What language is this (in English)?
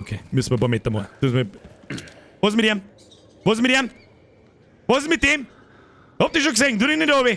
Bavarian